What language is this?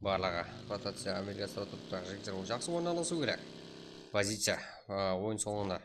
Kara-Kalpak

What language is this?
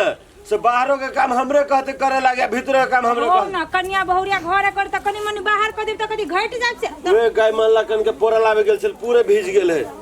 Maithili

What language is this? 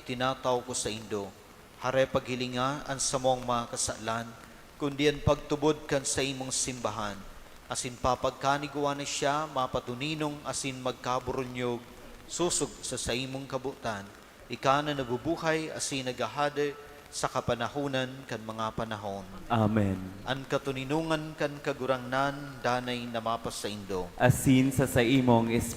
Bikol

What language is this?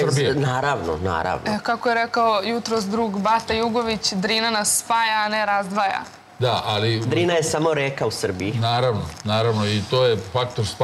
Serbian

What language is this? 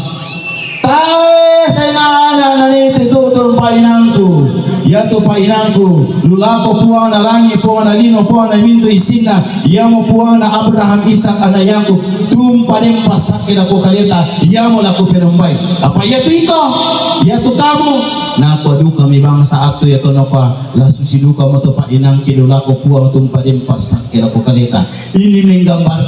Toraja-Sa'dan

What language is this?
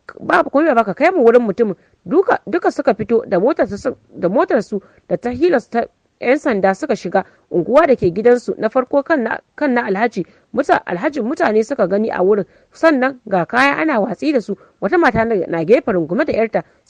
Hausa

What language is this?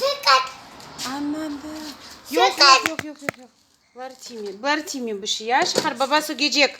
Crimean Tatar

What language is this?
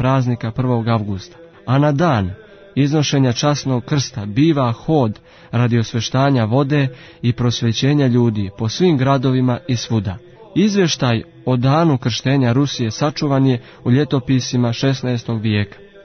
Serbian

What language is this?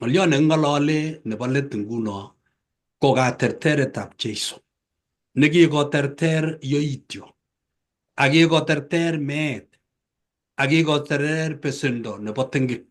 Kalenjin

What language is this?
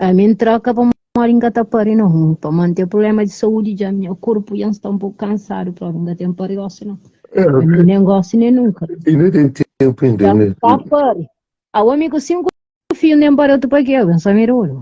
Kabuverdianu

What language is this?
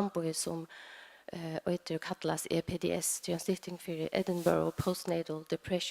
Faroese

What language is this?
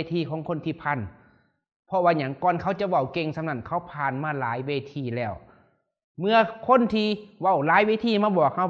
Lao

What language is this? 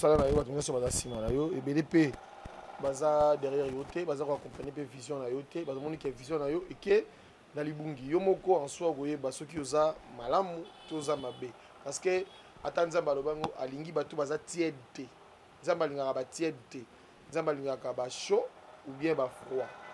Lingala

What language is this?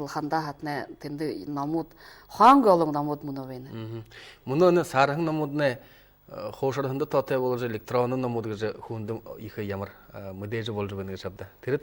Buriat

